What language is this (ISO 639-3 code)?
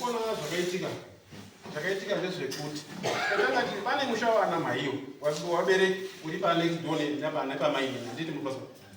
sna